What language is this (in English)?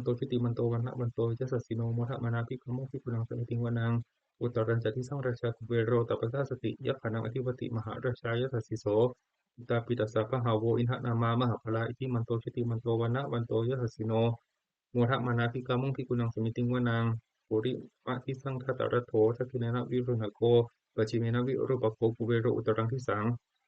Pali